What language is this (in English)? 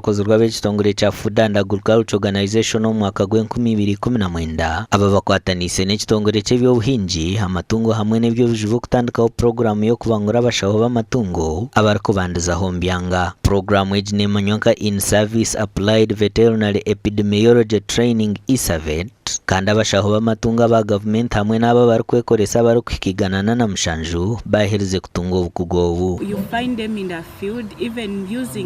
Nyankole